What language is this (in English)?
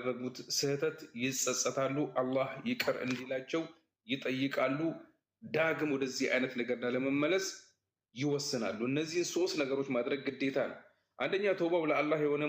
Amharic